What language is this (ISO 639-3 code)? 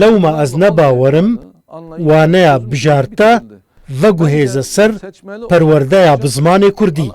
kur